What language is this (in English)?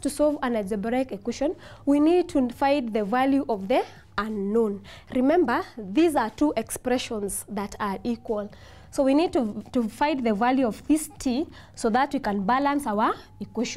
English